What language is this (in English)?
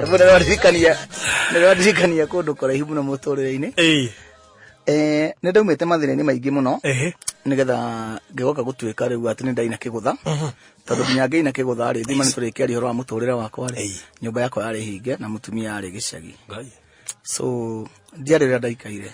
Kikuyu